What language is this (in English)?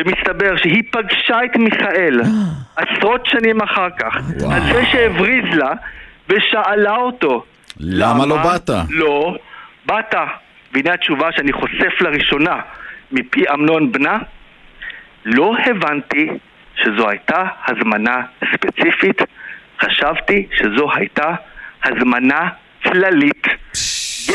Hebrew